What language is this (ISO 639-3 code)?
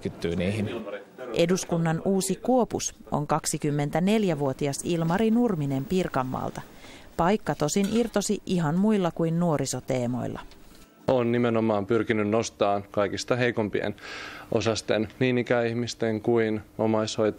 fin